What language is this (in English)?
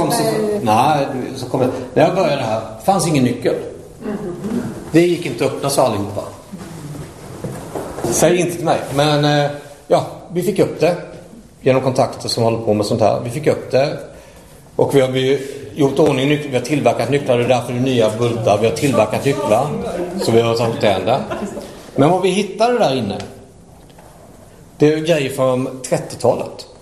Swedish